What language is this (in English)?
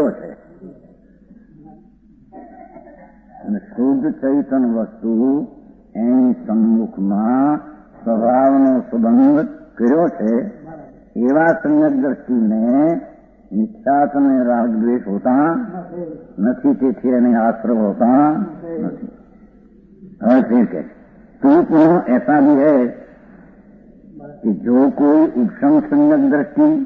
Gujarati